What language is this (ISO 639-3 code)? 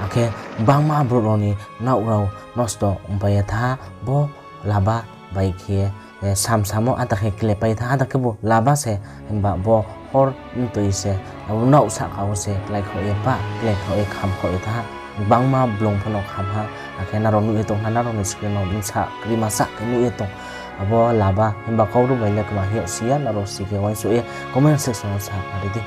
ria